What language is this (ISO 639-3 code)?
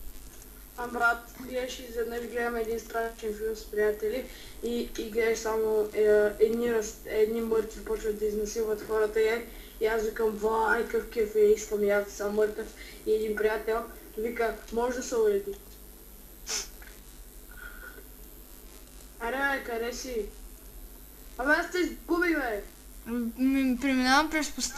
bul